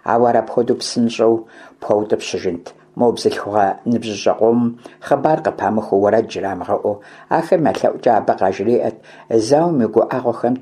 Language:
Kabardian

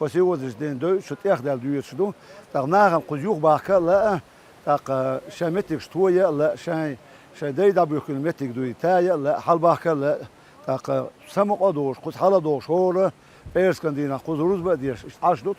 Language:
Chechen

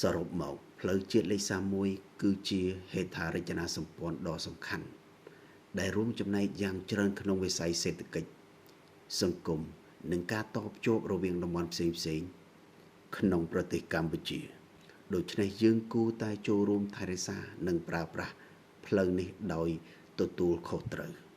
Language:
Khmer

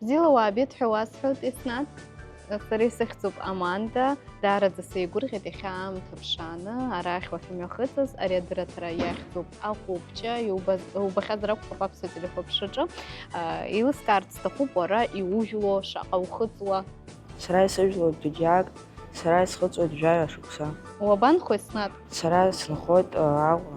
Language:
Abkhazian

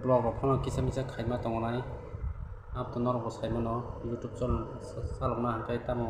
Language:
Kok Borok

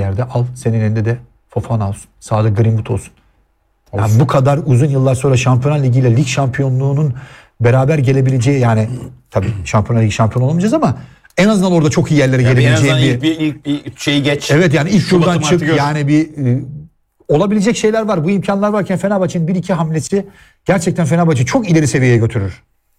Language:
Turkish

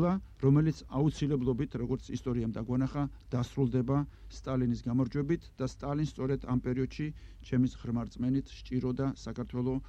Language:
Georgian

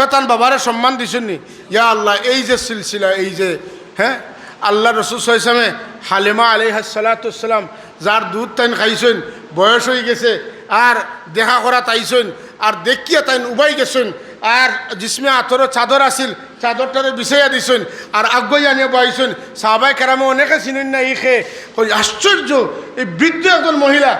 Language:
Sylheti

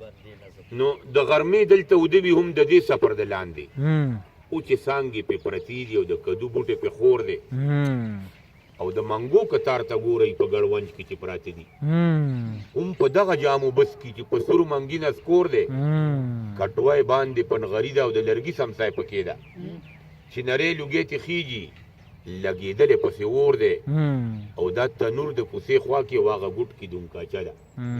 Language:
Pashto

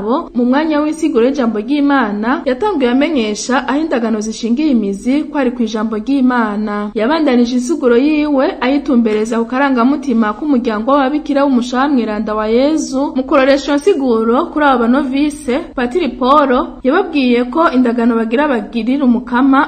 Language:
Rundi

